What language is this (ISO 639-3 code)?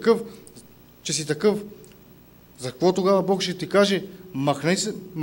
bul